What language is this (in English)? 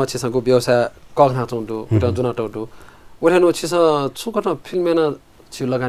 Newari